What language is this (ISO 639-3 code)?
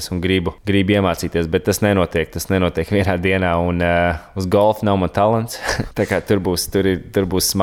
lav